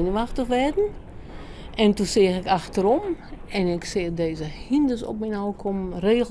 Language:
Western Frisian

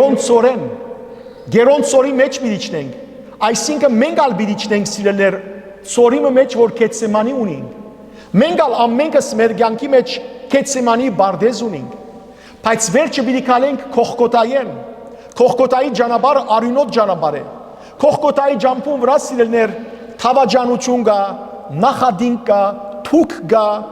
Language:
Western Armenian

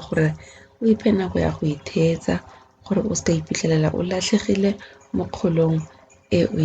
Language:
Tswana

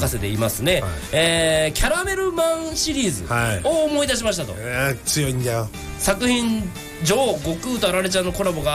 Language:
Japanese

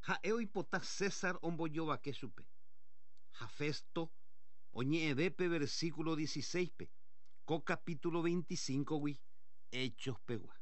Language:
Guarani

